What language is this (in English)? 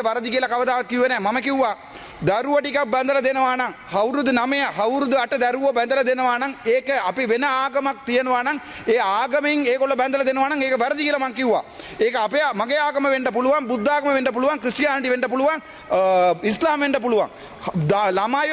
Sinhala